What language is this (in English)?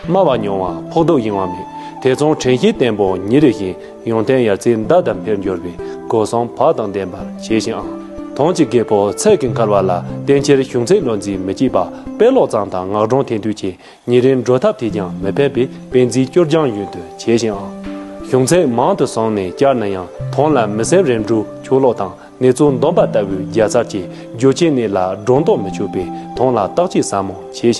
Tibetan